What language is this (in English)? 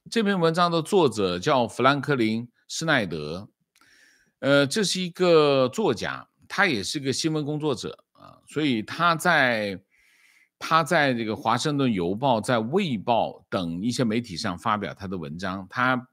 Chinese